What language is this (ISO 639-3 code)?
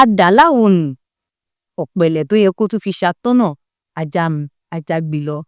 yor